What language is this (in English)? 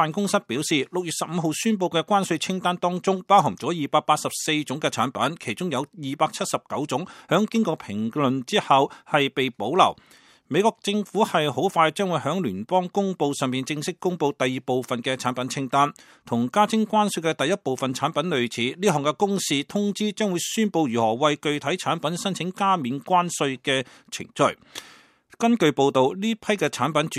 Cantonese